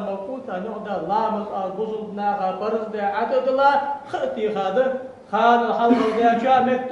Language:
Ingush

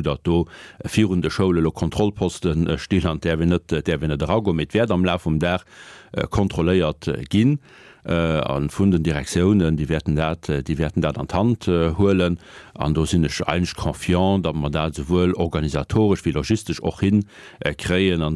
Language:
Luxembourgish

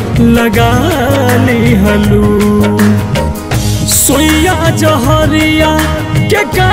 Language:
Bhojpuri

